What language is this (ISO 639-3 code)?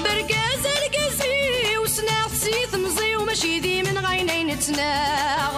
kab